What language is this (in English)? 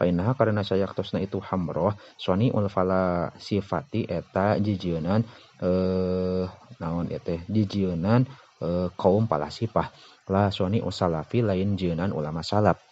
Sundanese